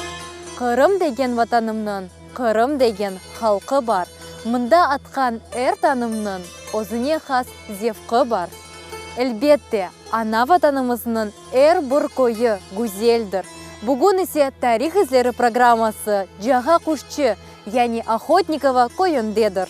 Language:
Crimean Tatar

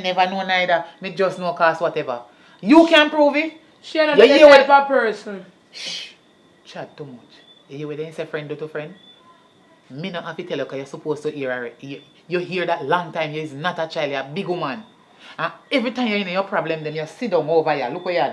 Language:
Jamaican Creole English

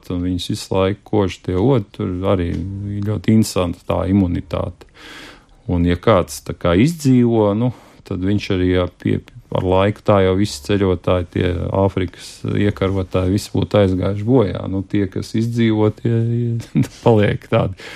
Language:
Latvian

